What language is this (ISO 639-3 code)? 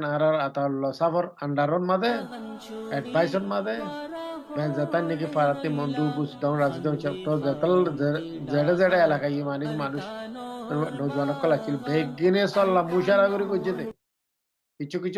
rhg